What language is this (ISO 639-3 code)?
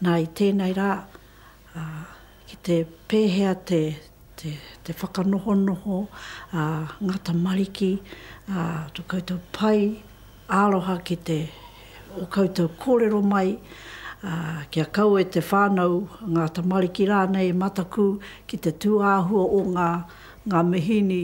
mri